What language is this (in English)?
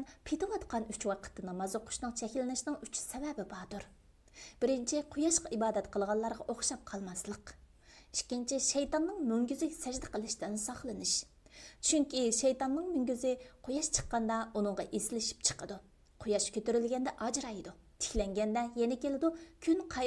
Uyghur